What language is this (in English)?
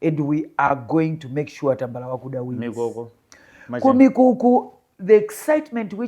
Nyanja